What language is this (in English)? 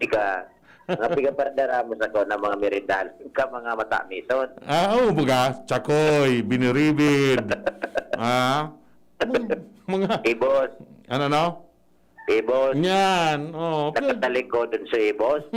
Bikol